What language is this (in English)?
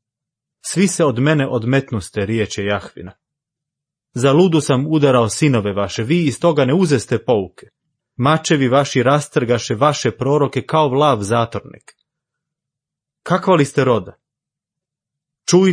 Croatian